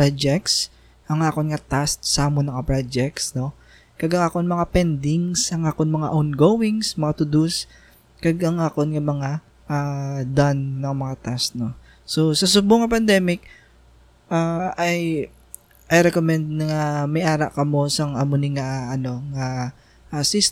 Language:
Hiligaynon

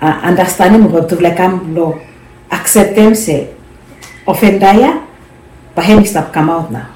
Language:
Bislama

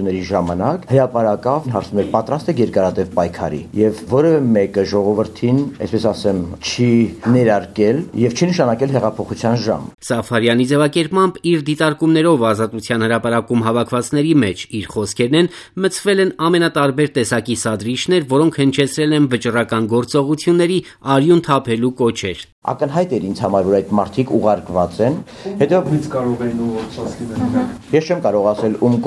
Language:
Armenian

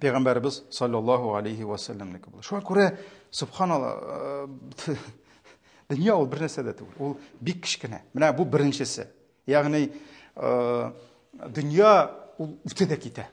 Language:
Tatar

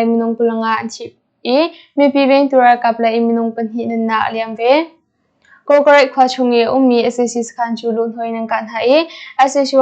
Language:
Hakha Chin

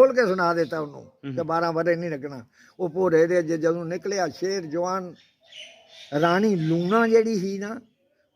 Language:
Dogri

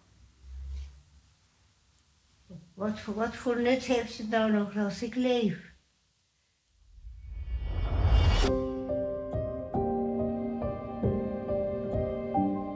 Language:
Dutch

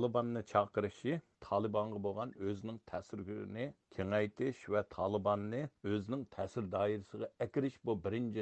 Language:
Uyghur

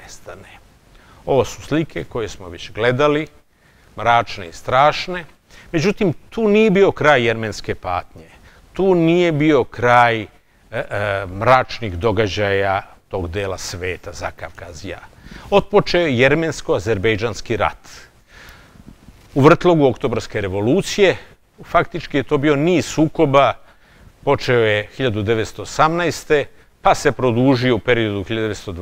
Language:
Serbian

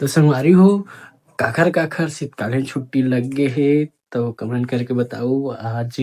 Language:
Chhattisgarhi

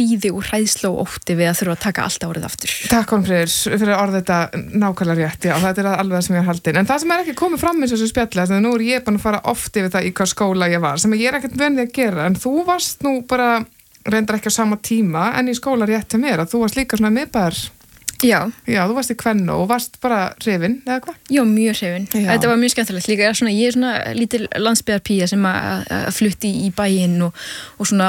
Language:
Icelandic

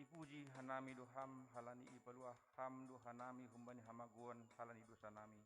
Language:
Batak Simalungun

